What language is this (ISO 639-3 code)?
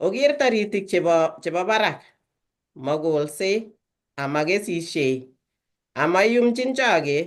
kln